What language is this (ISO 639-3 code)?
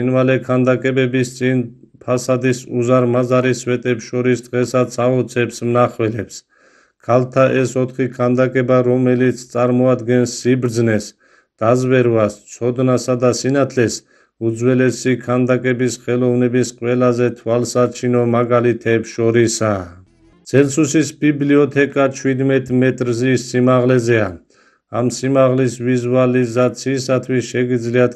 kat